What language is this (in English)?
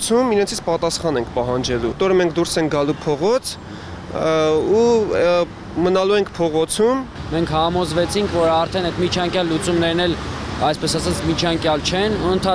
Armenian